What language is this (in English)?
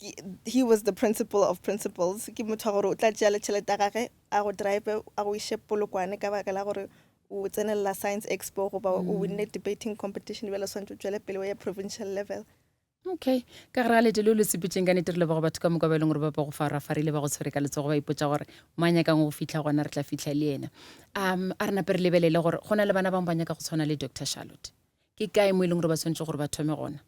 Northern Sotho